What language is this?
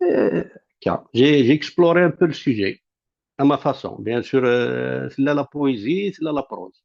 Kabyle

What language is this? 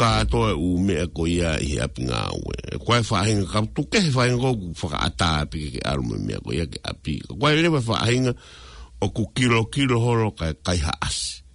Tongan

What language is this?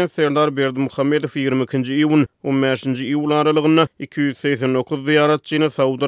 Turkmen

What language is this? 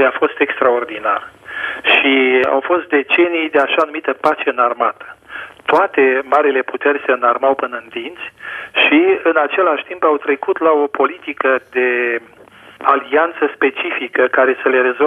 Romanian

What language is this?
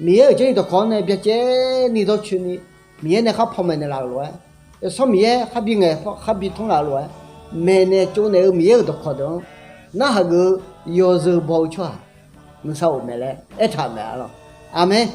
Akha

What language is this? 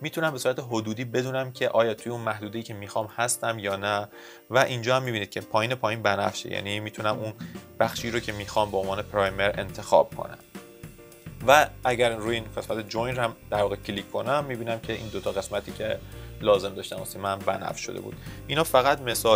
Persian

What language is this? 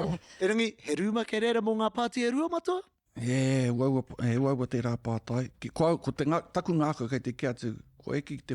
Māori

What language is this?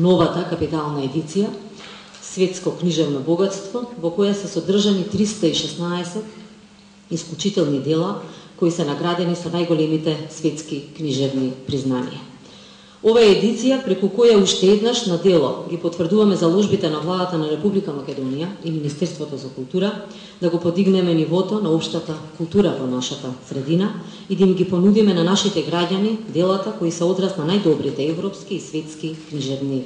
Macedonian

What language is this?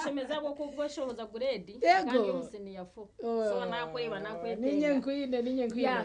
Nyankole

